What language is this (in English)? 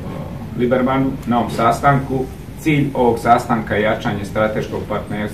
Croatian